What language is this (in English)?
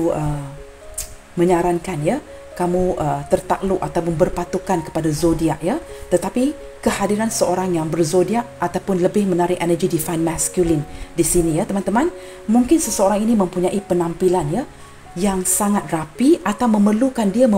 Malay